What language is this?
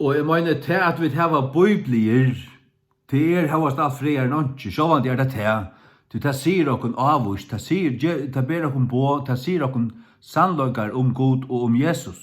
Faroese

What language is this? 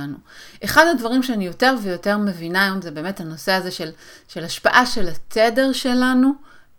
Hebrew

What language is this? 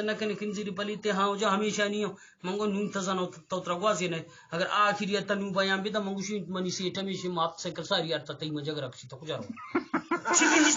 Eastern Balochi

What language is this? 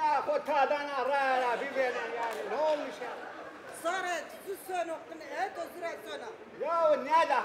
Zaza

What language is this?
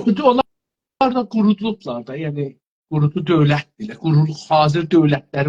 South Azerbaijani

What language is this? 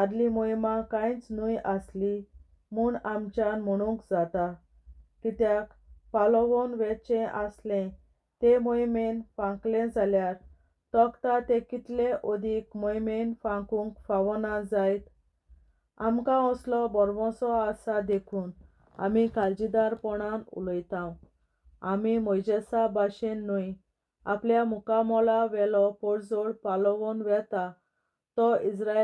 Konkani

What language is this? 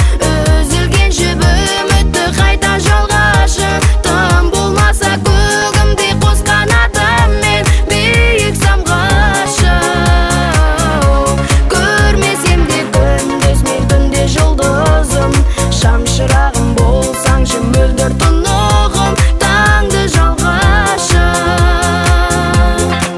Kazakh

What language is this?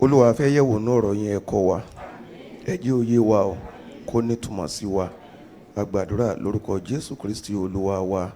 Yoruba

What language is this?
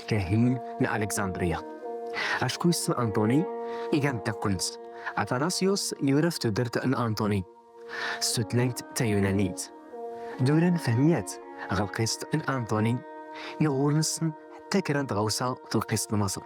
Kabyle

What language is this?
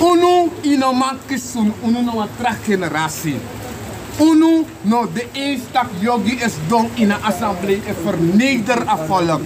Sranan Tongo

